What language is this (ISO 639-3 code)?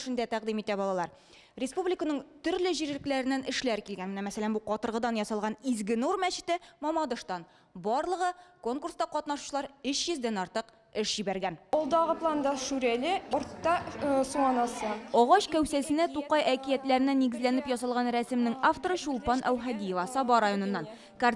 tat